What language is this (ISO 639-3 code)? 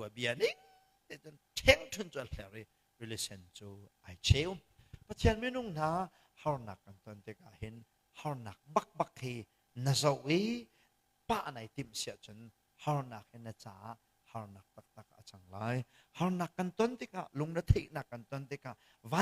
cnh